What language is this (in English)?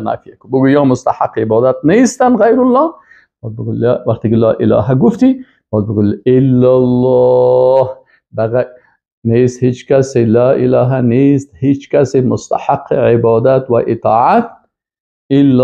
Persian